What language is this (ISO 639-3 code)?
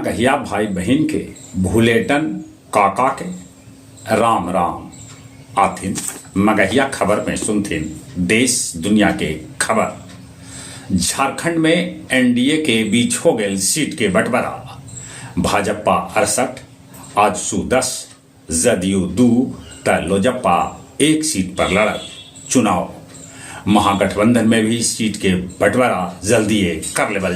mag